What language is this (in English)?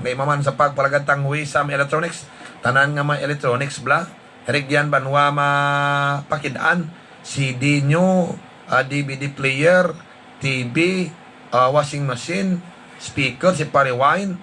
Hiligaynon